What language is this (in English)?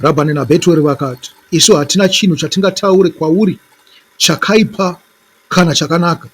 Shona